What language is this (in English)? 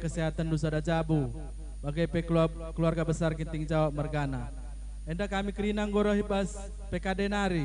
Batak Karo